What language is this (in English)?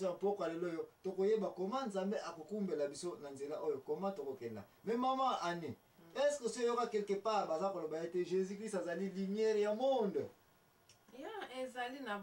Lingala